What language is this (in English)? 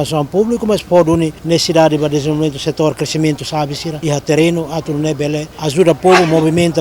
Tetum